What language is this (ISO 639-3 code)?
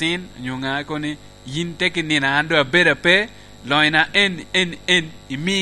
laj